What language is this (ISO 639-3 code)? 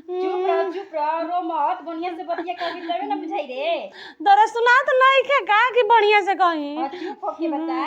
bho